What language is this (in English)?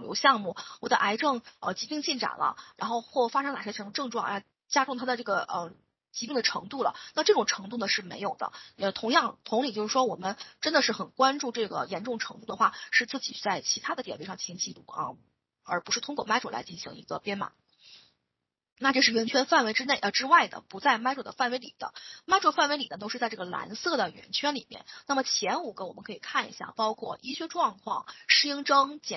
Chinese